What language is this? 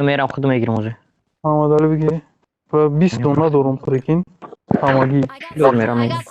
Tajik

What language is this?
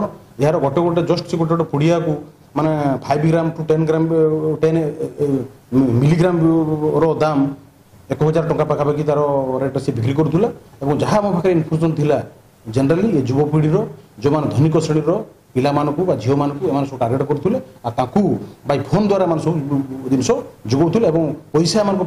Odia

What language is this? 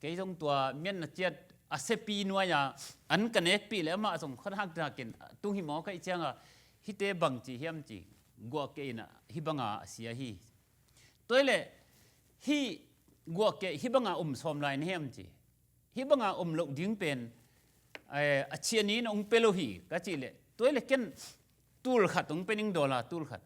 Tedim Chin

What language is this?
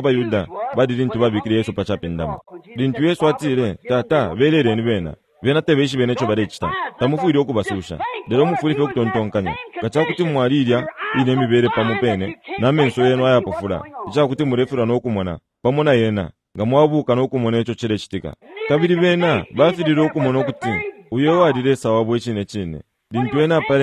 Bemba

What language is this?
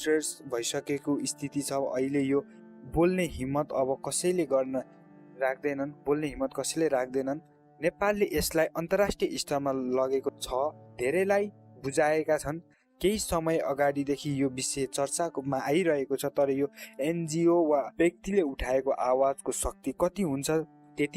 Nepali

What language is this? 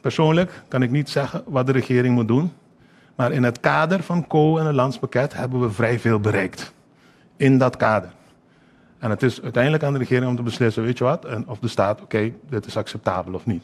Papiamento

